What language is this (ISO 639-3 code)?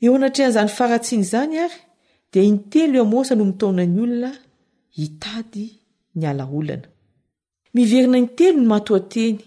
mlg